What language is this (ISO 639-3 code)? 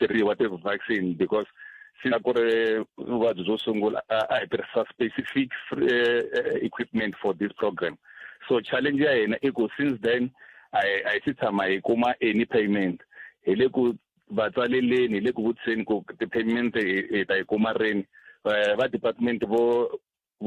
tso